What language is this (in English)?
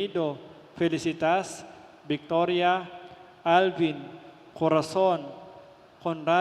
Pampanga